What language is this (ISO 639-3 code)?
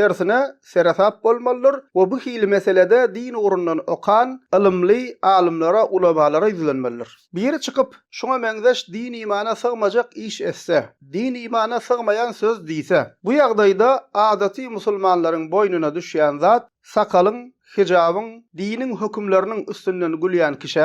tuk